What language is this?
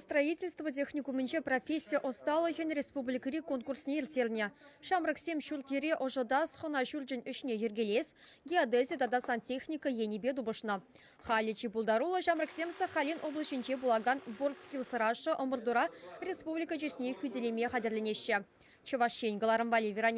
Chuvash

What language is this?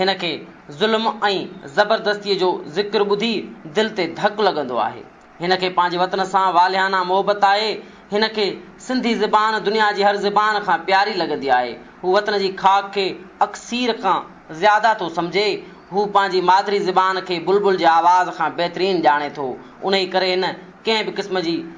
Sindhi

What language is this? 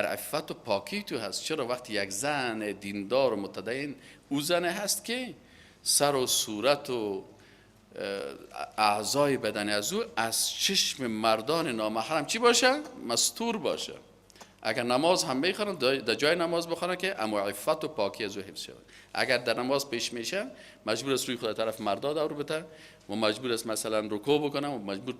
Persian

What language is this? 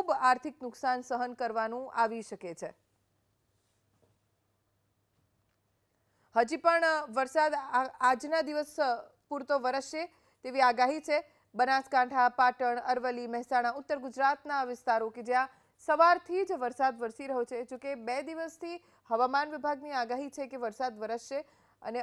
Gujarati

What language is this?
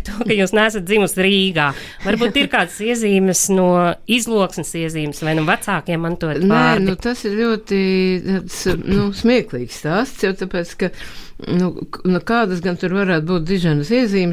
Latvian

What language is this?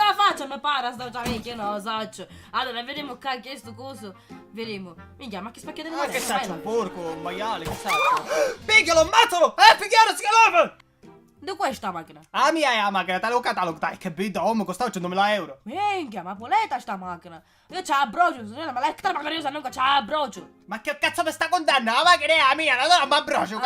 Sicilian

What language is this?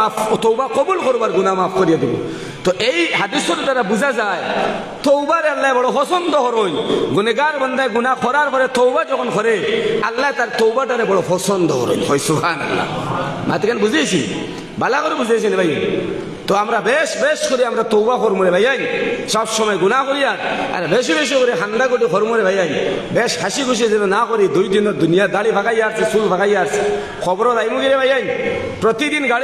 Sylheti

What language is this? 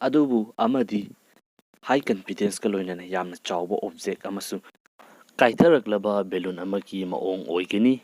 Manipuri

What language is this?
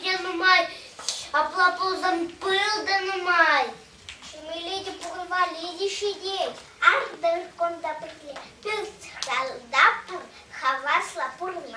Chuvash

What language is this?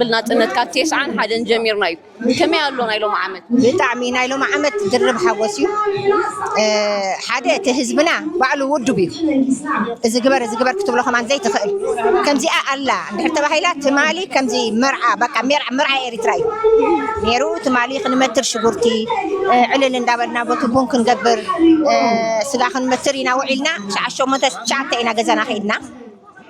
Tigrinya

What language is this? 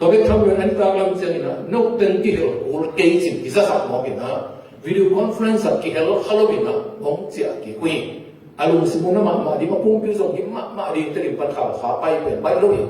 Tedim Chin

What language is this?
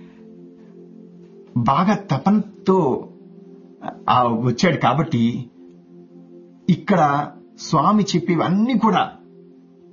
Telugu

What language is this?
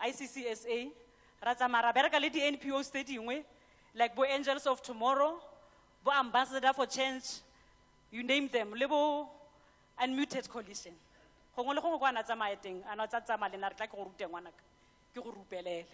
Tswana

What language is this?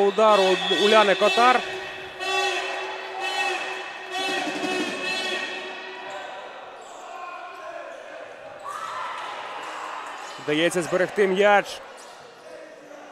Ukrainian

